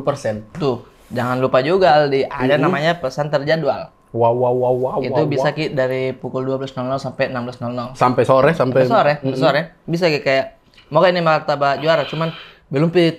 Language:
Makassar Malay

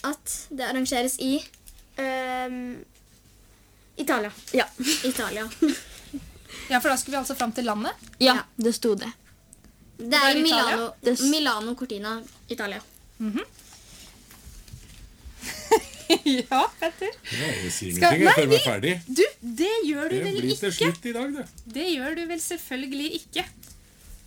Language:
Norwegian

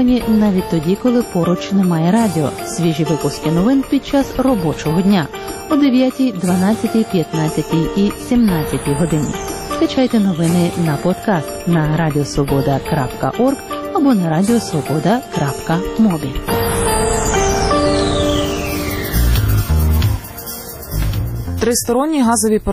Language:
Ukrainian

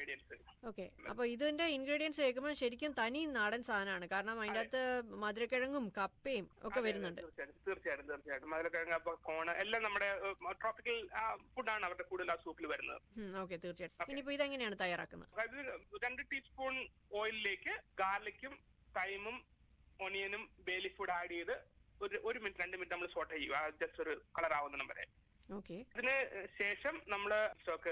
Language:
Malayalam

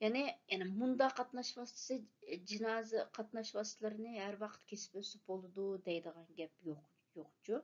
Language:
Uyghur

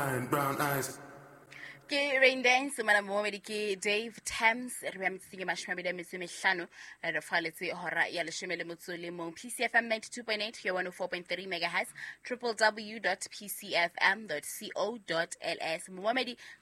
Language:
Southern Sotho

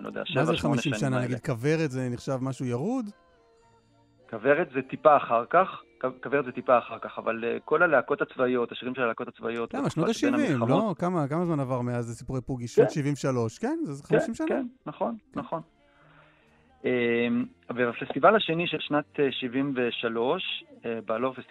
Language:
Hebrew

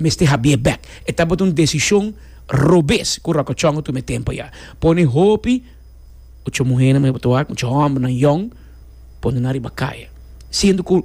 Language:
Papiamento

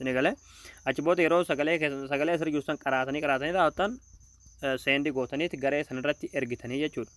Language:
Oromo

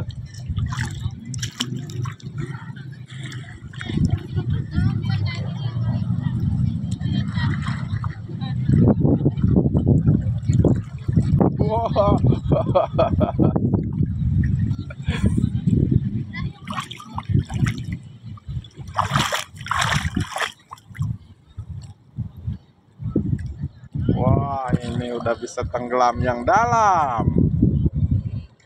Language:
Indonesian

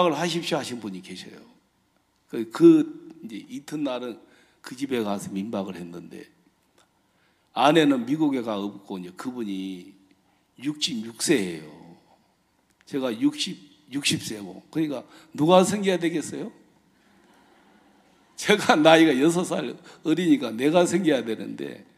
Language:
Korean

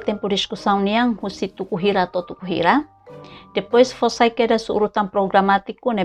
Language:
Tetum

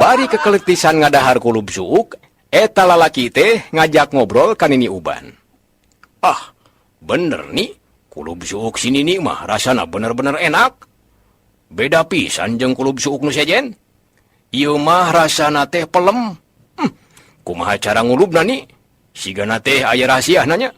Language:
Sundanese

